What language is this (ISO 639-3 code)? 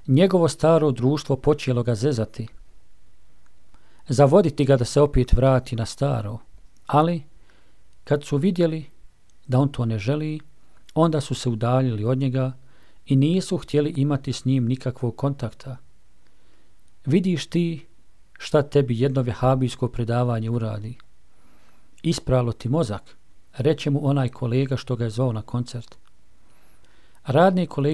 bos